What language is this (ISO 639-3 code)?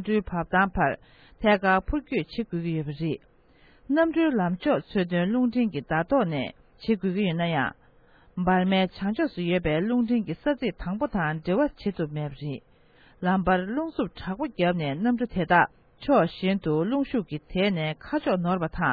bod